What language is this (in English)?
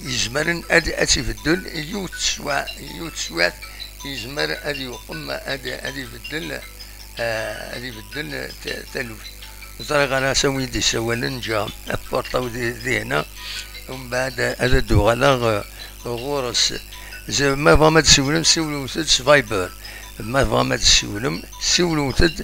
Kabyle